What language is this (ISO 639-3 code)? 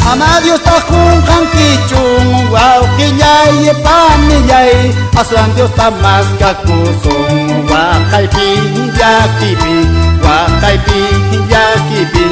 que